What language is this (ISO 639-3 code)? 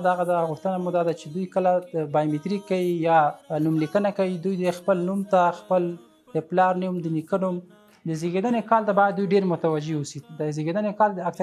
pus